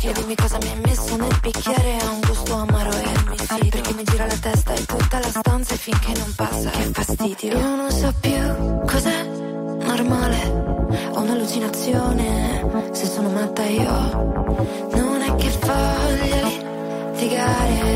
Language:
Italian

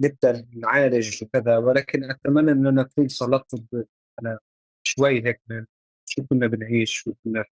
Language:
North Levantine Arabic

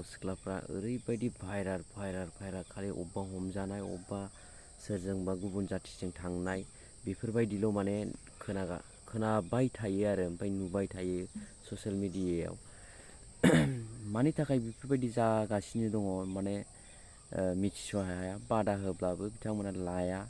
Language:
Bodo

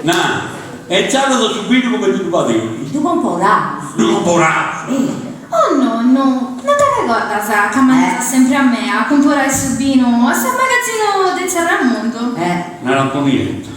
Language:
Sardinian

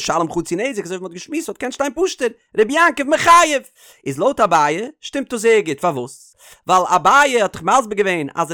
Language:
Yiddish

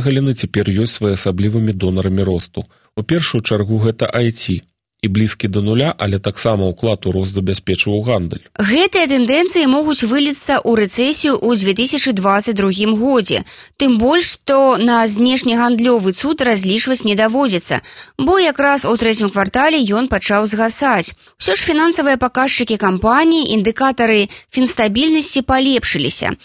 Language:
Belarusian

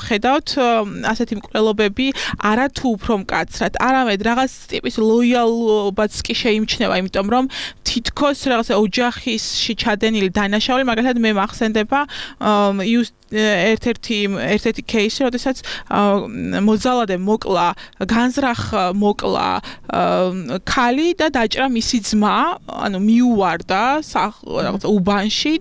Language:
Georgian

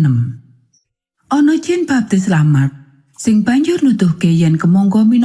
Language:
Javanese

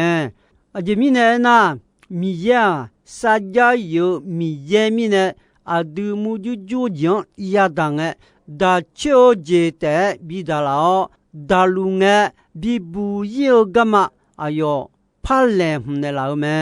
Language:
Akha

